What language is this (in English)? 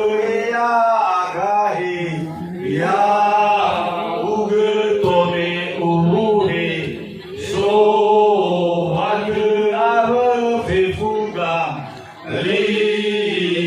Nias